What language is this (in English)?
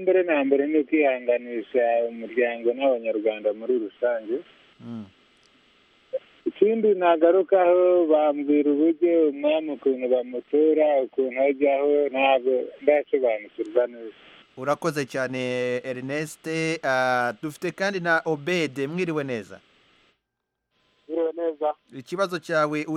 Kinyarwanda